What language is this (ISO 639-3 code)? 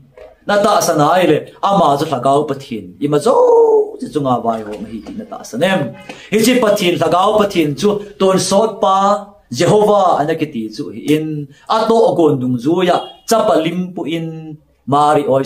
tcz